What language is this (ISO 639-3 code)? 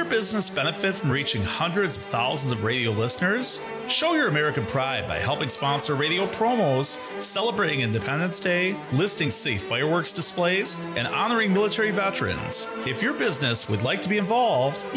eng